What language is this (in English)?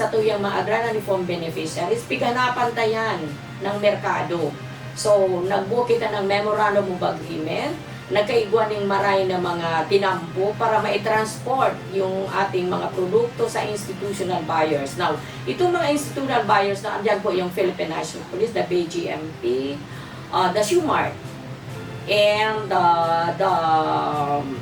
Bikol